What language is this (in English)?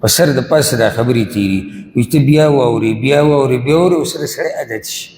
Pashto